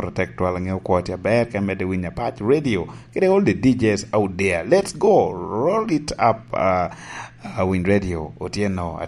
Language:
Lango (Uganda)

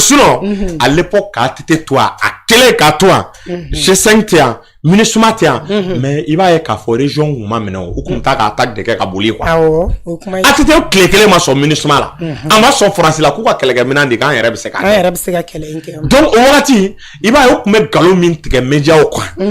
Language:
Bambara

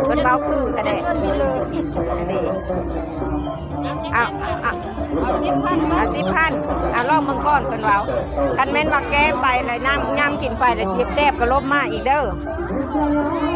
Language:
Lao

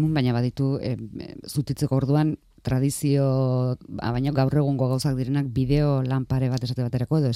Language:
Basque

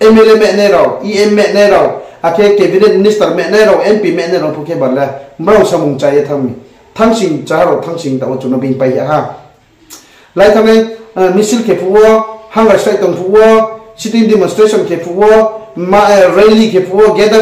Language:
Riang (India)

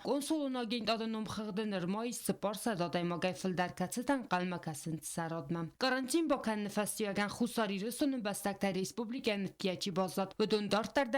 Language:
Ossetic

